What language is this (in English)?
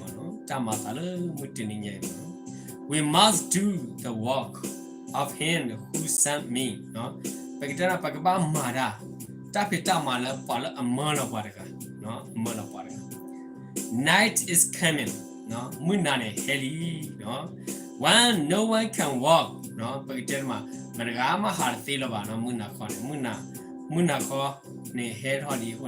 S'gaw Karen